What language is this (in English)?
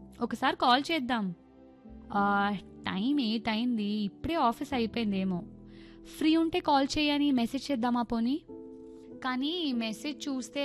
Telugu